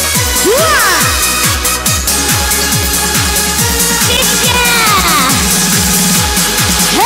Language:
Chinese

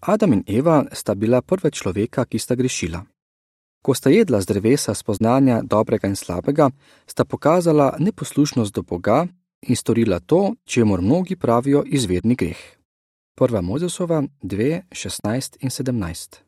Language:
Slovenian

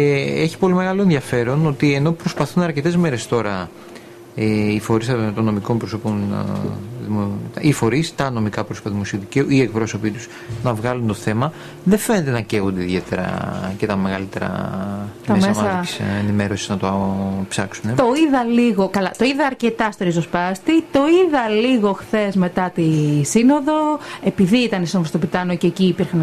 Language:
Greek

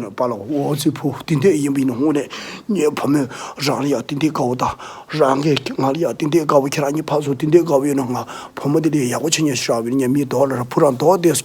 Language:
Tibetan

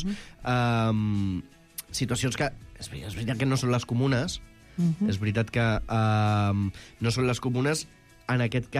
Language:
Catalan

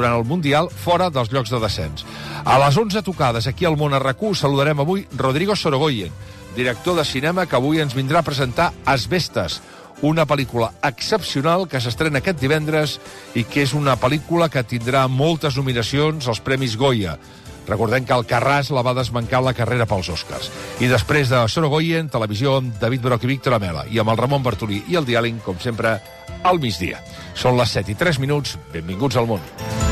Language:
Catalan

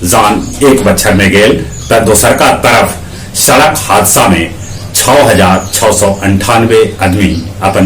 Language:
Magahi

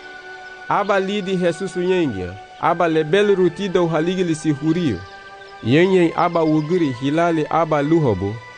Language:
Garifuna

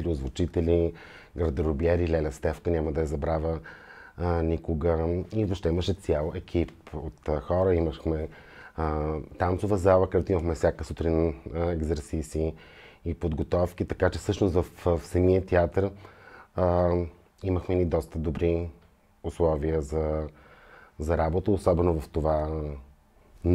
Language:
Bulgarian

